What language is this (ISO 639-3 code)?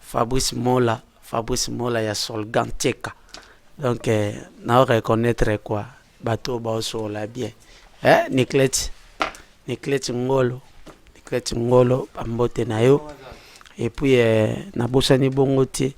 lin